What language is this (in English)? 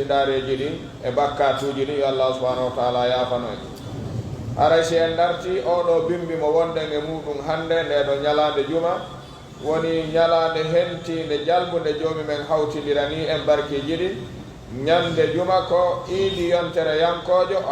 Pular